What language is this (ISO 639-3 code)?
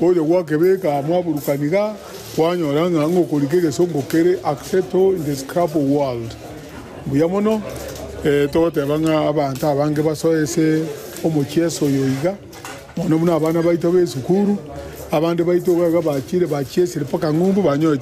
guz